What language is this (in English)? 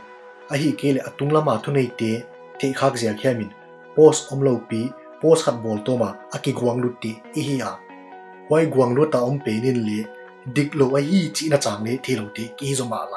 Paite Chin